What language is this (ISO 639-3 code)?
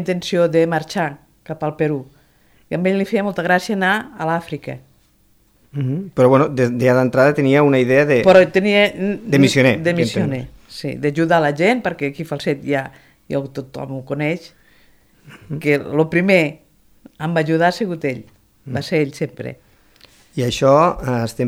cat